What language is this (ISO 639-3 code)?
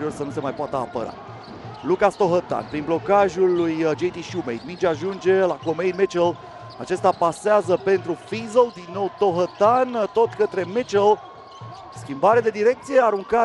ron